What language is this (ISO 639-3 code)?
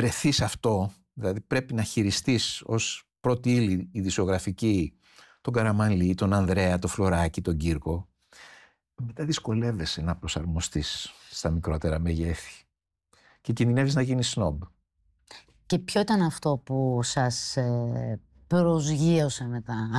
ell